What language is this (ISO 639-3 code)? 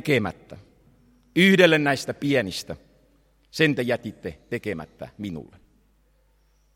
fin